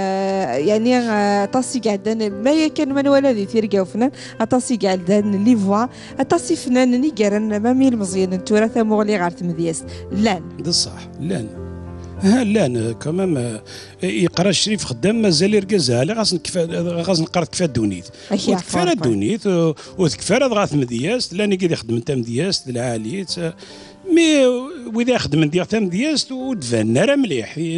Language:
Kabyle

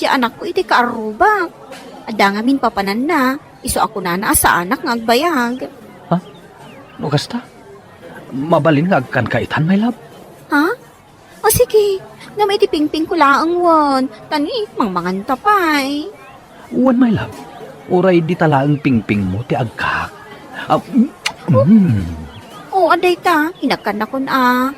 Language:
Iloko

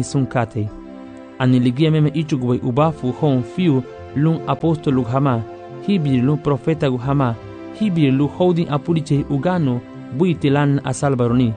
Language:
Garifuna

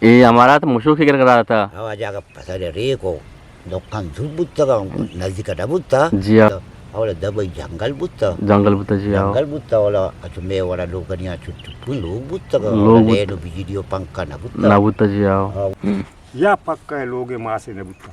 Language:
Eastern Balochi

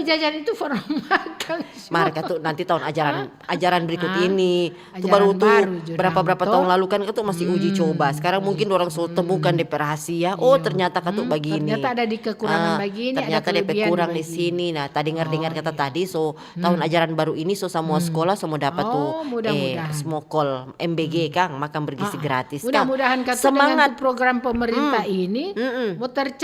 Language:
Manado Malay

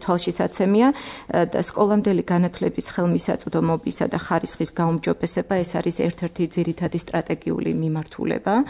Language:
Georgian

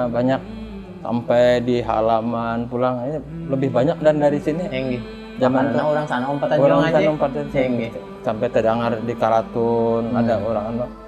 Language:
Banjar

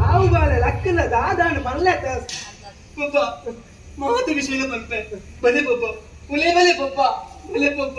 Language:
Tulu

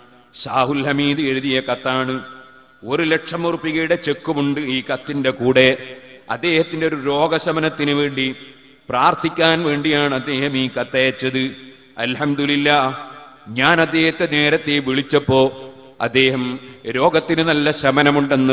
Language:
Malayalam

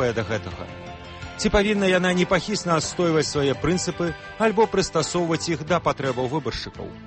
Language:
Belarusian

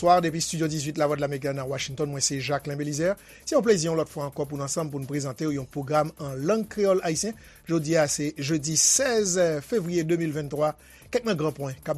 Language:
Haitian Creole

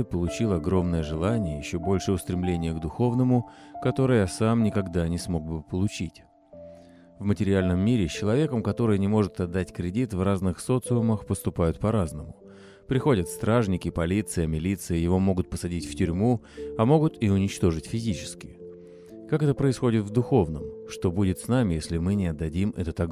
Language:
Russian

